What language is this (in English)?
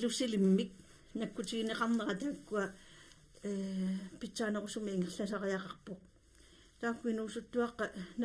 Kalaallisut